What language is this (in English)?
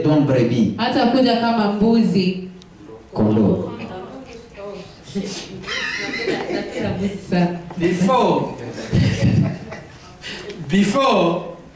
Swahili